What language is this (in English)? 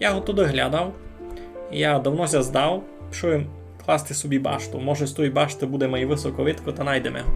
Rusyn